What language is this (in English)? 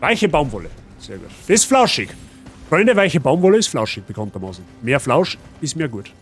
Bavarian